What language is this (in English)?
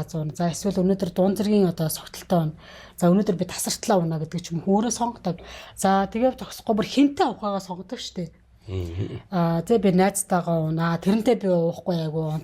Mongolian